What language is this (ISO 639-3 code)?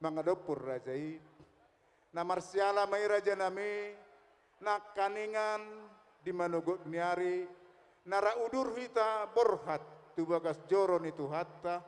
bbc